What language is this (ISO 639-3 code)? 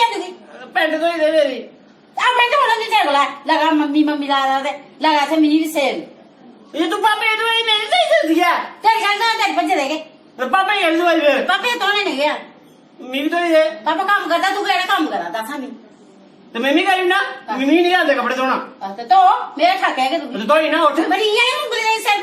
doi